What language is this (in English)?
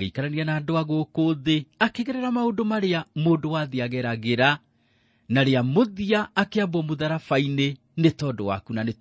Kikuyu